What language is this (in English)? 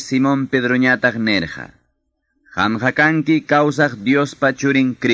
Ayacucho Quechua